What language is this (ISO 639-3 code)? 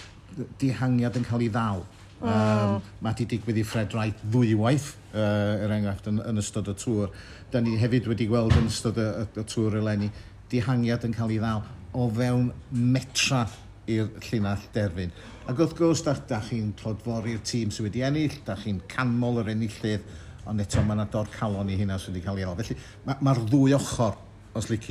cym